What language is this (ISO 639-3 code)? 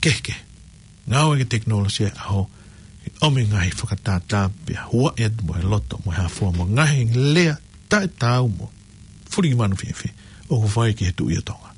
ton